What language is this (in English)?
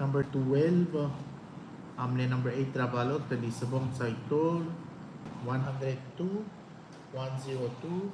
Palauan